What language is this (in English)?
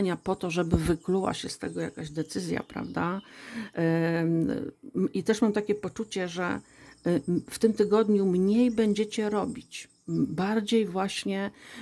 Polish